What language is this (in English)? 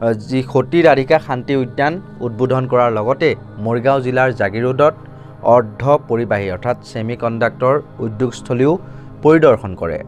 Assamese